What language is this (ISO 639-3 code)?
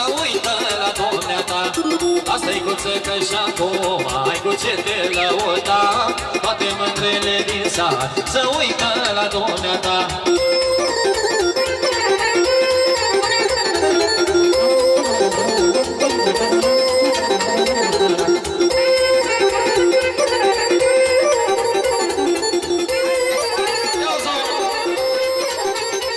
ron